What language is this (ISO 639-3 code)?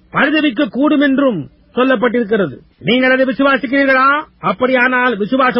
tam